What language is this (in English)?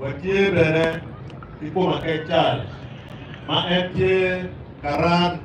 Acoli